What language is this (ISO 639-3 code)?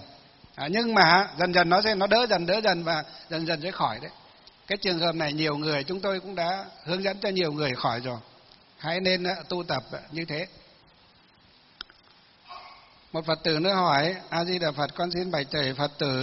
vie